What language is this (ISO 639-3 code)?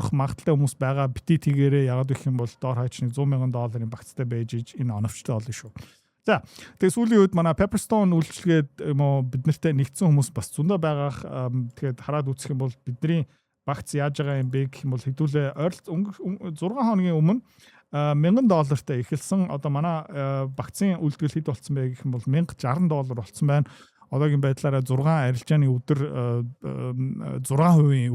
mon